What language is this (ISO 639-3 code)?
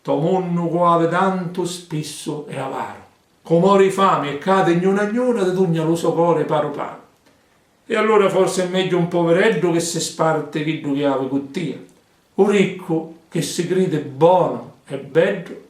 scn